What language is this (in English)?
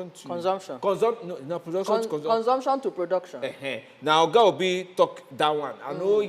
Nigerian Pidgin